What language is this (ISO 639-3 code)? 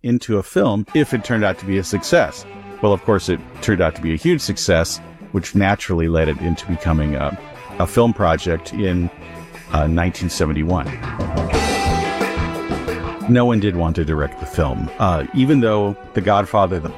eng